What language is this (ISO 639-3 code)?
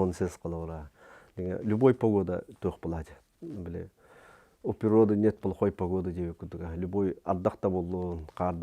sah